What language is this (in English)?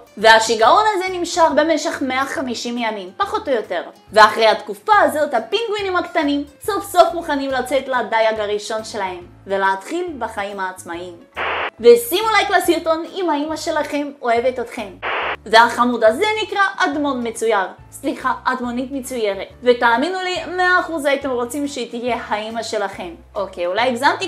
Hebrew